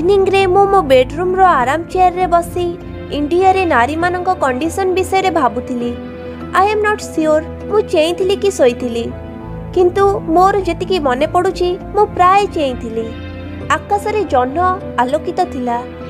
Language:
Odia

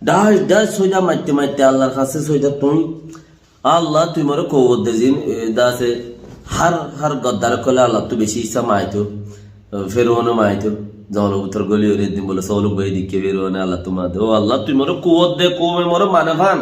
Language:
Rohingya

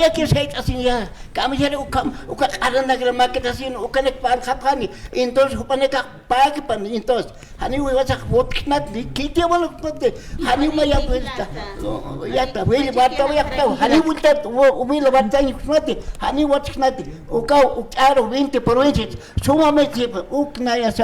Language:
Aymara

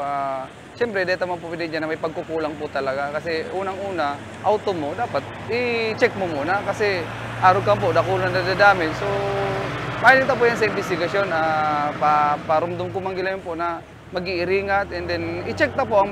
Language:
Bikol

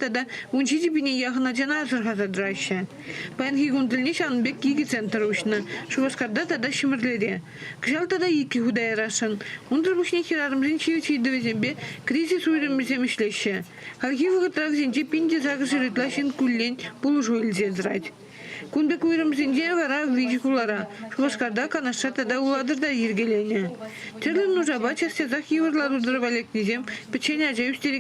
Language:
Chuvash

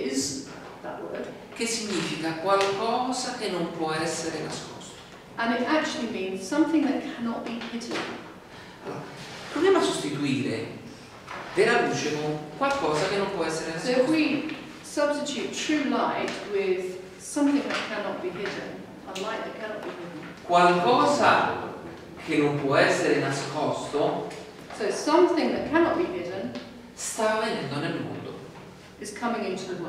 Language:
Italian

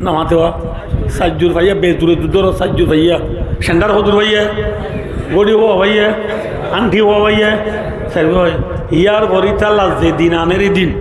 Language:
Rohingya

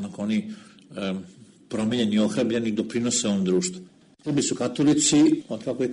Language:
Serbian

